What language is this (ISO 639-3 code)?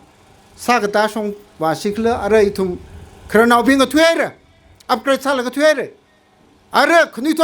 nmf